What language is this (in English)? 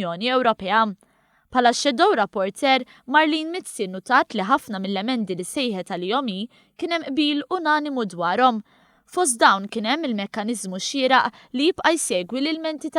Maltese